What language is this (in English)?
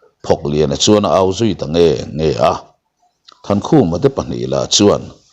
Mizo